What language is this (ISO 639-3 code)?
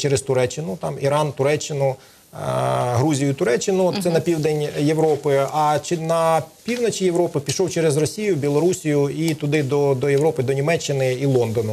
ukr